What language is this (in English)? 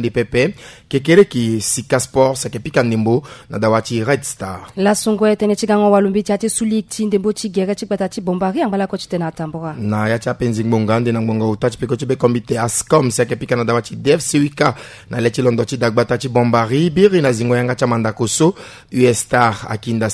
Sango